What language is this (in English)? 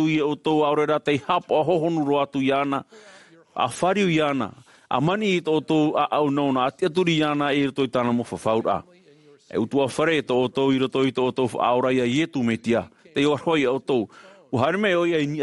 Tahitian